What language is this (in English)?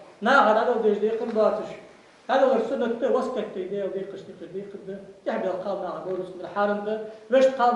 Ingush